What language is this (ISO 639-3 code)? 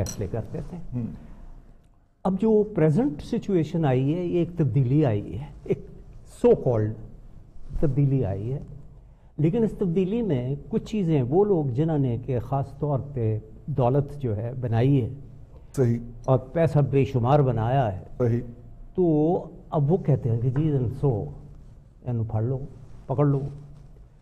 urd